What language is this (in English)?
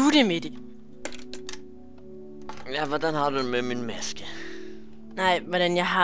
Danish